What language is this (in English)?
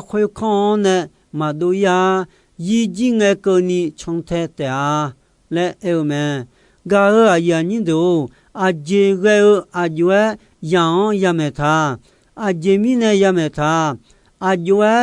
Akha